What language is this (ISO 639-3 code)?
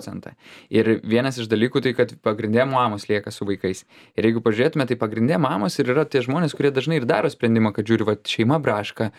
lit